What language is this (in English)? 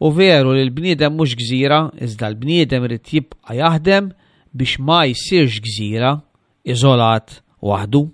Maltese